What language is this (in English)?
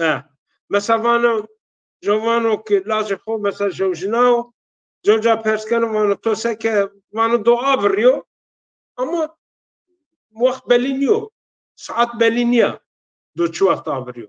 Zaza